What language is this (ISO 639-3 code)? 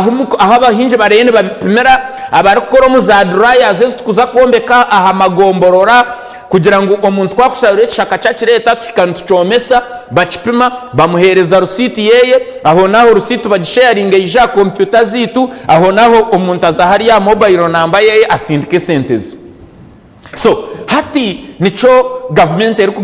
nyn